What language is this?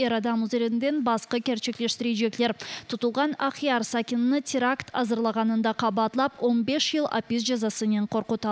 Crimean Tatar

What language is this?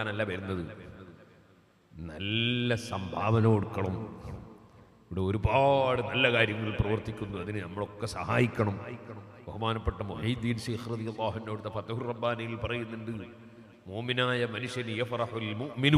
Malayalam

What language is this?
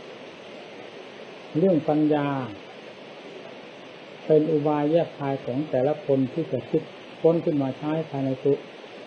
Thai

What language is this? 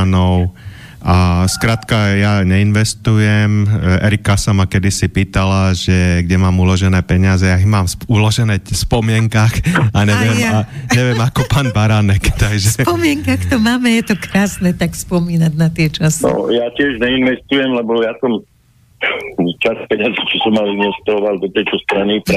Slovak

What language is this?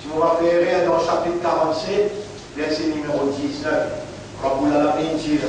Morisyen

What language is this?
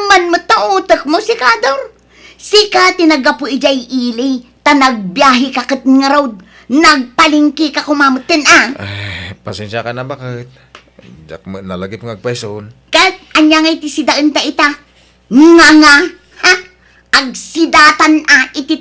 Iloko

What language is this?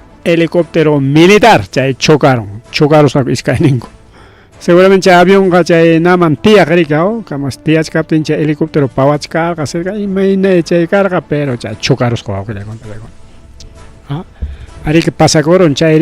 Ayacucho Quechua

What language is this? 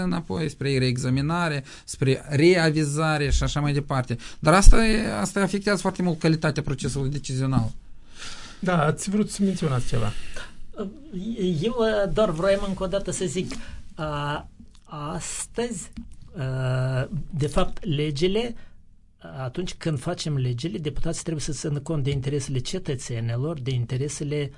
Romanian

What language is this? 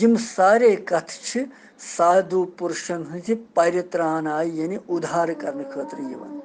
Kashmiri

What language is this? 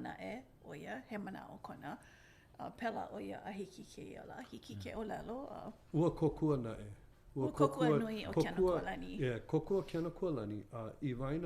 Hawaiian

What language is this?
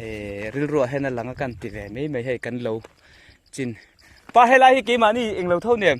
Mizo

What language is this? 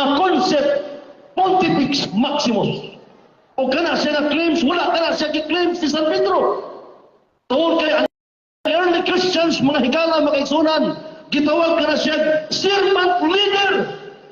Cebuano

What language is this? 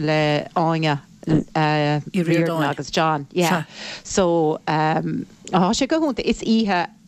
Irish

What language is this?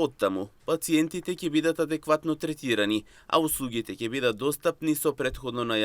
Macedonian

